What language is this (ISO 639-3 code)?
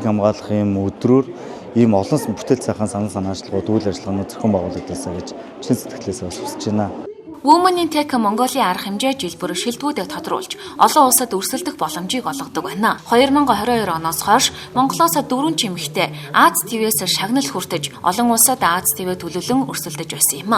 mon